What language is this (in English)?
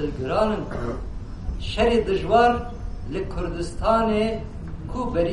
Kurdish